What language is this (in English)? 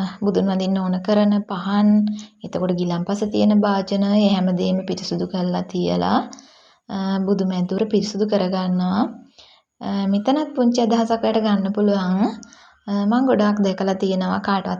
Sinhala